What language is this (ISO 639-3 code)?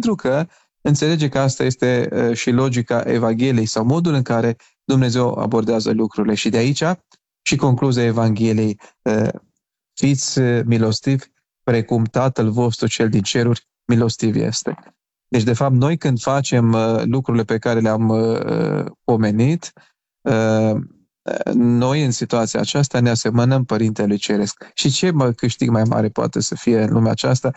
ron